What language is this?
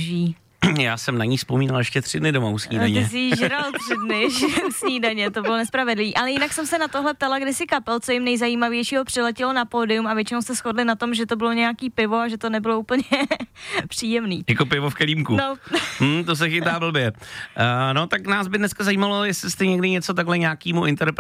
Czech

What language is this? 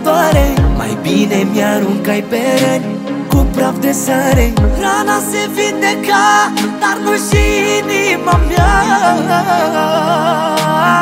Romanian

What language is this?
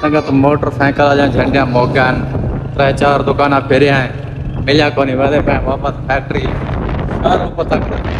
Saraiki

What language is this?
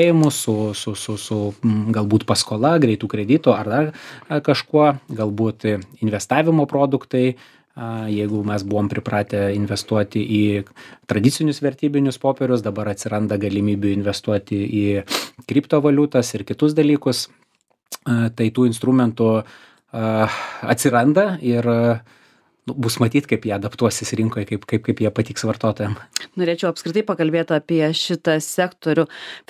Lithuanian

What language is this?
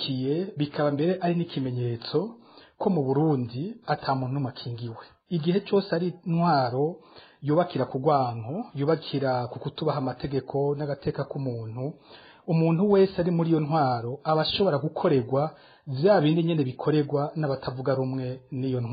Rundi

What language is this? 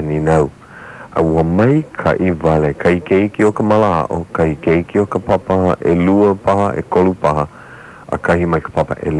Hawaiian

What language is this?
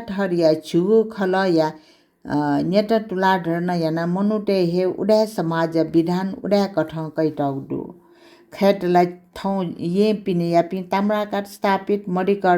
Newari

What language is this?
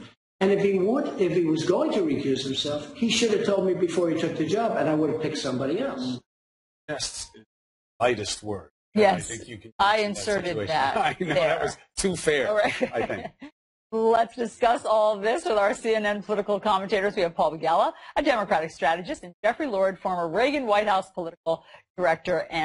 English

